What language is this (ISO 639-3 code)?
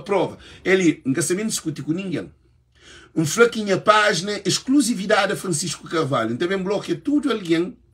kea